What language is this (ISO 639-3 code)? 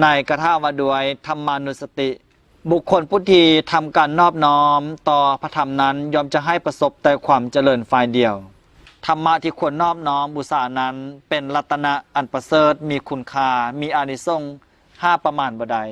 lao